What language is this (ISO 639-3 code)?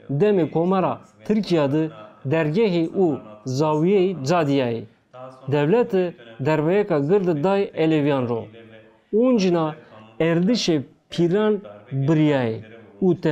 zza